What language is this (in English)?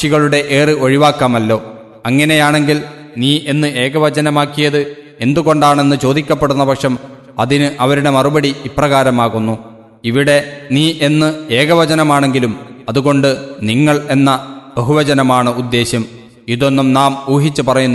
Malayalam